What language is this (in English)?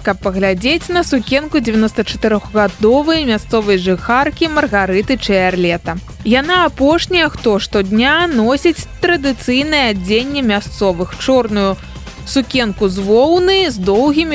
Belarusian